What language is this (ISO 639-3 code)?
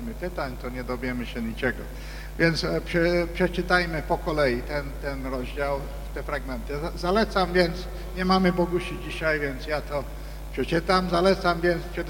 pol